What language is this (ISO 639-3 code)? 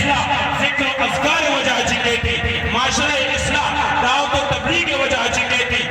bal